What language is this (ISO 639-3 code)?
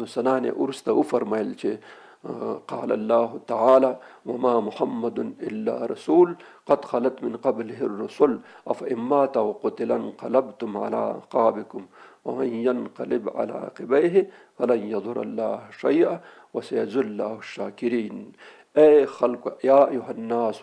pus